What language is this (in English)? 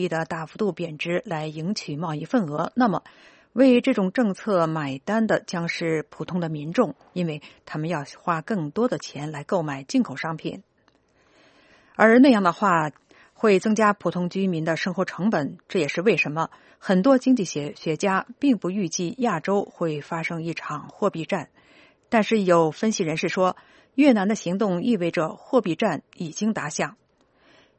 Chinese